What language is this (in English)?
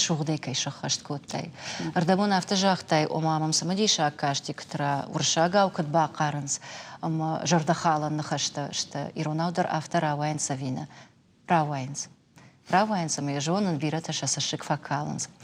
Ossetic